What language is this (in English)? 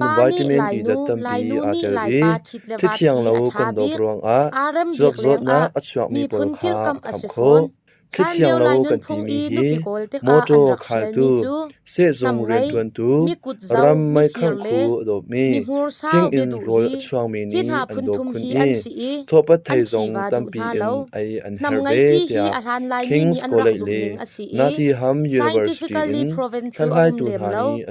Hakha Chin